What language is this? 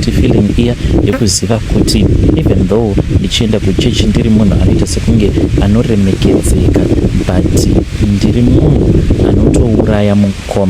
Shona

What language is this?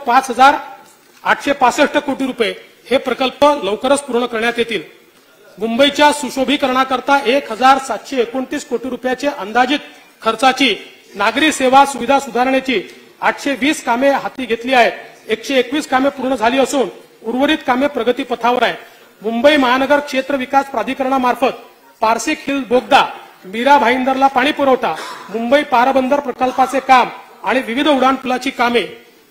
Marathi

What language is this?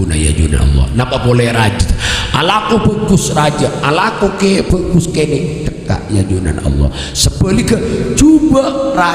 Madurese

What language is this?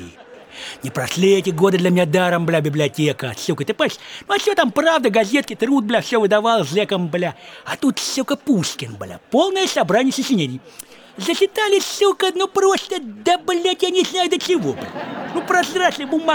Russian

